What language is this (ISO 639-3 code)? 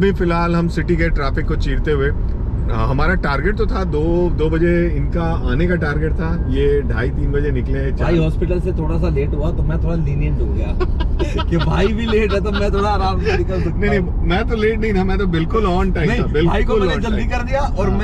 hin